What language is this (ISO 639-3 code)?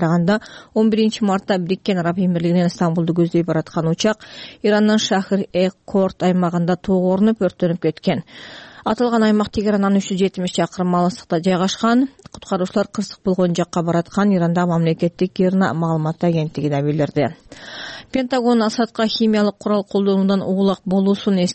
kir